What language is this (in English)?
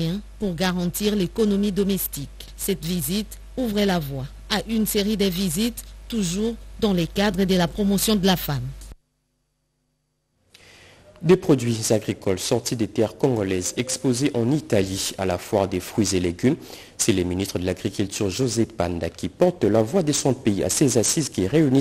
French